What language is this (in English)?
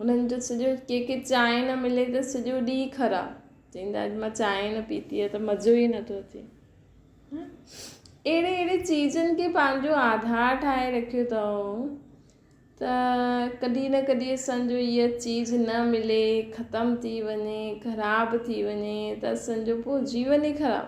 Sindhi